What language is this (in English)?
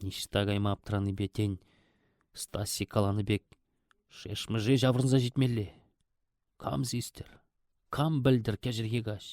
Chuvash